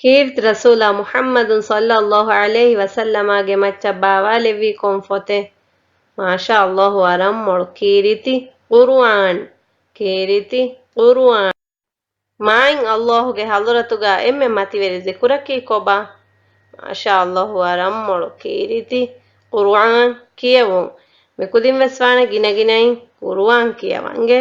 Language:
Divehi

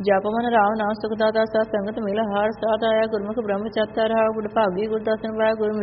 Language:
Punjabi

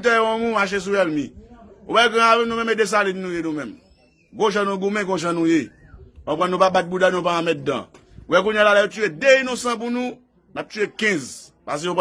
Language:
Haitian Creole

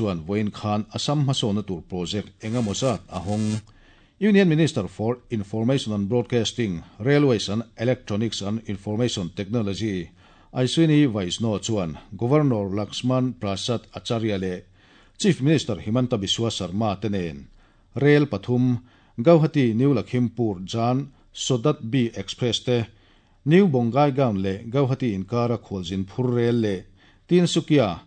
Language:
Mizo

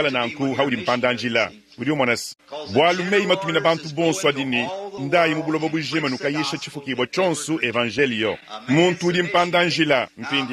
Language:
Luba-Lulua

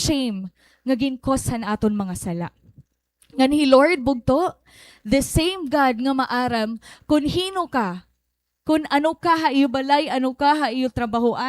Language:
Waray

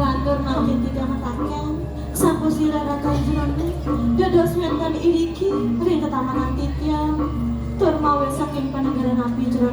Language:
Balinese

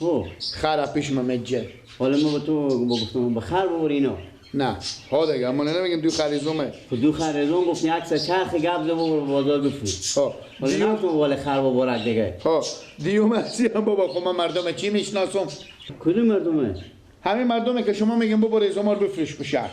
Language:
Persian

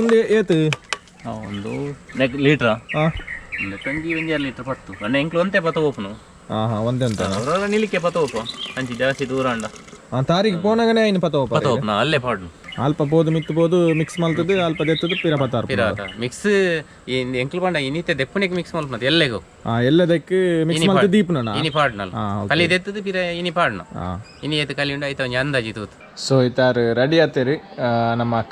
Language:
Tulu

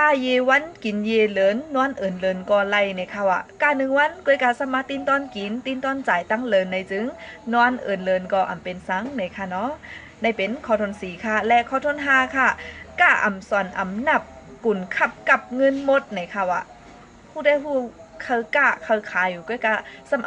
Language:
Shan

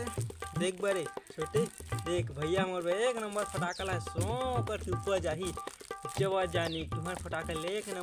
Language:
Chhattisgarhi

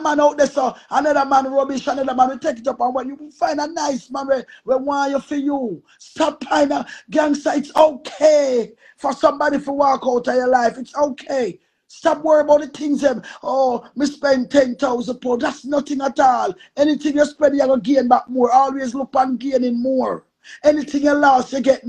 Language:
Jamaican Creole English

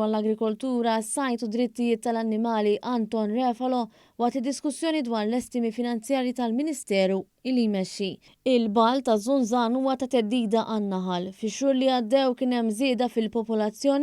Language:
Maltese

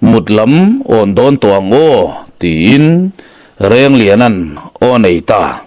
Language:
Mizo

